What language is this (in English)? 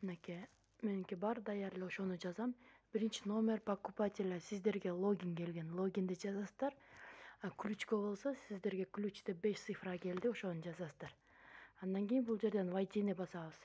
Kyrgyz